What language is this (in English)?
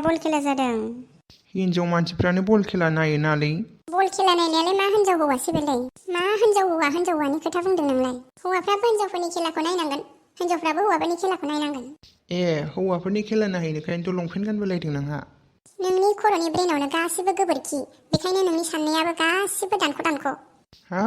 Bodo